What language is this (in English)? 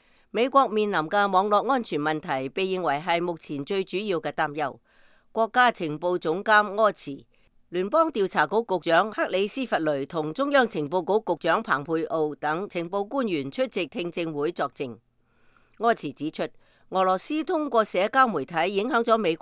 Cantonese